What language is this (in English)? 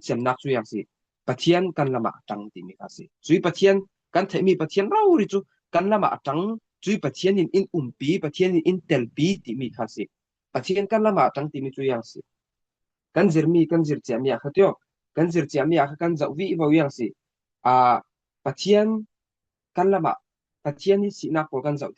Falam Chin